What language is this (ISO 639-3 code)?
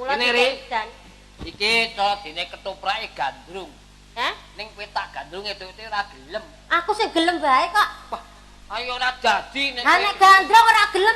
jav